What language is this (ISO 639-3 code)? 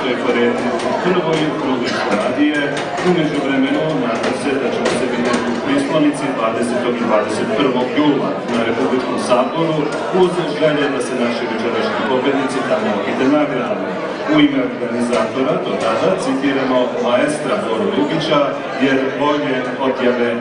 srp